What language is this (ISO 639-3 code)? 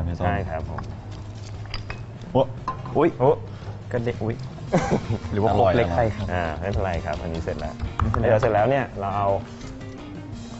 tha